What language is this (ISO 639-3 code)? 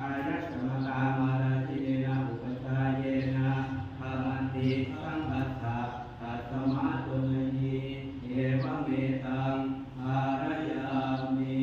pli